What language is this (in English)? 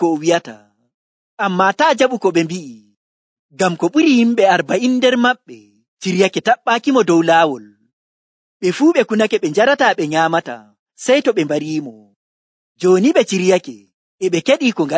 Nigerian Fulfulde